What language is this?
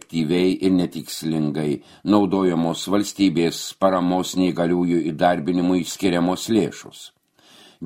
Lithuanian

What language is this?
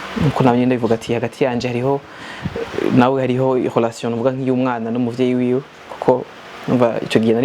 Rundi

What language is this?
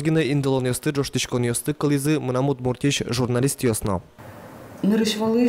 Udmurt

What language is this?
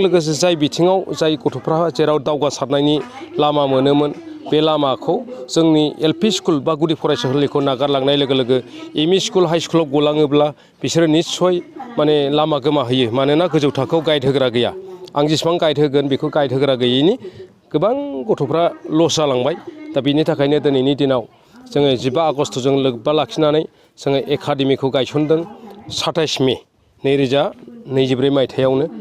Bodo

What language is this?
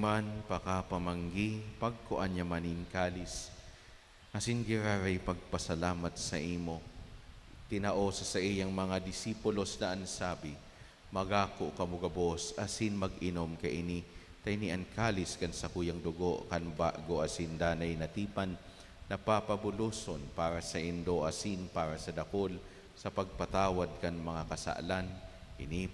Bikol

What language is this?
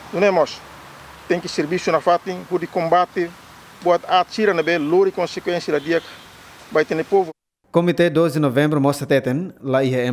Tetum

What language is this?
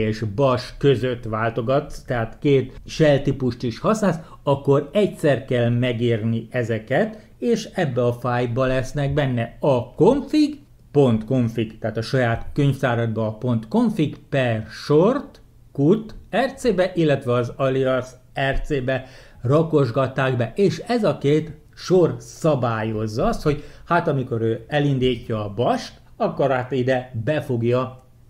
Hungarian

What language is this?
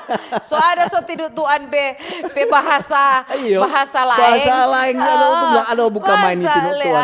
Manado Malay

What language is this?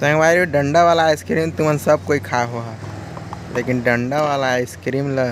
Chhattisgarhi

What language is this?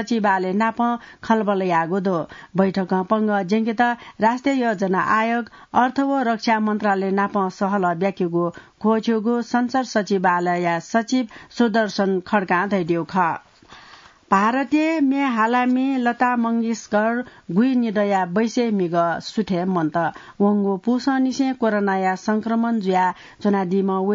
Newari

